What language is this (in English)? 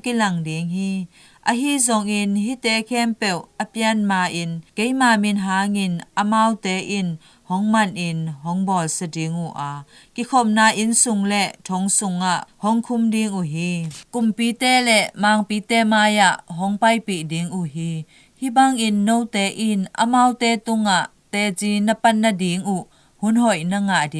Tedim Chin